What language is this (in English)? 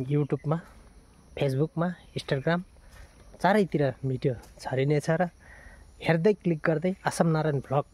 Nepali